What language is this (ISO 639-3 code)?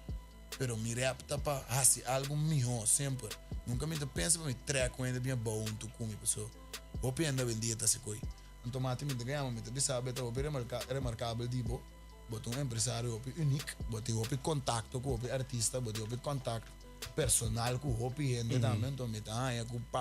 pap